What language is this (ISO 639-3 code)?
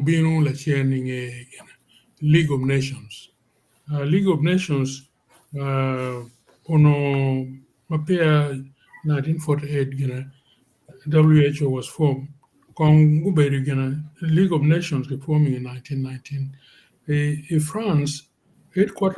ach